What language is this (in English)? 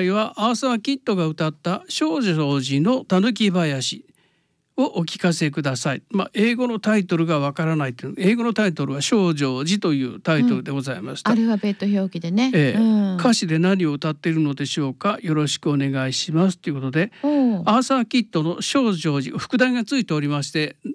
Japanese